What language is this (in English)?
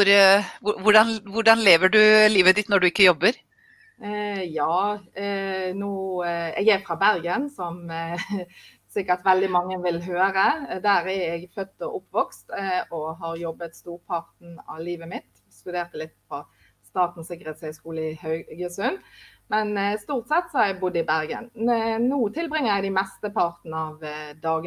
Norwegian